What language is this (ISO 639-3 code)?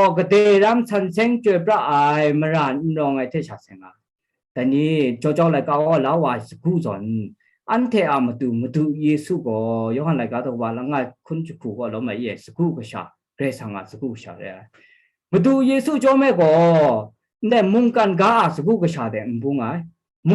kac